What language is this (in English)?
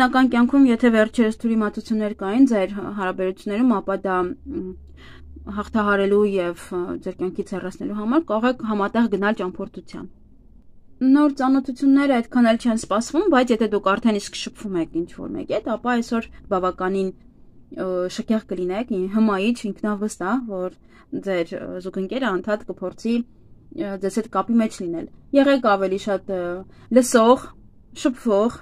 Armenian